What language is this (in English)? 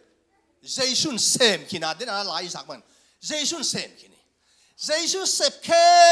Tedim Chin